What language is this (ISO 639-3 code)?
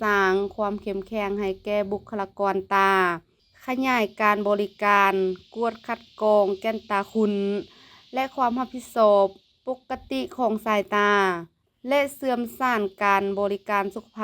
lao